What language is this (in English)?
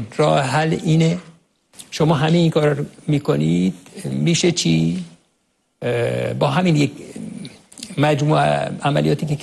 Persian